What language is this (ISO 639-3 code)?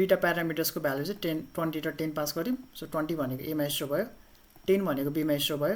nep